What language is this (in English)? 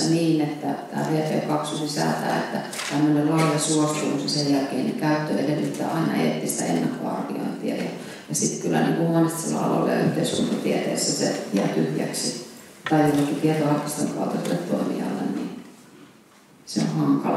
Finnish